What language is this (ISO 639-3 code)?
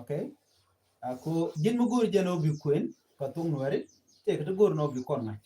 nus